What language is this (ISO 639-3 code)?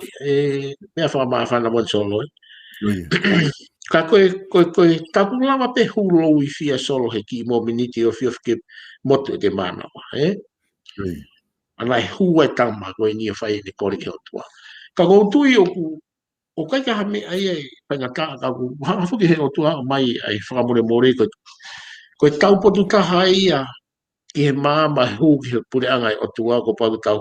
ton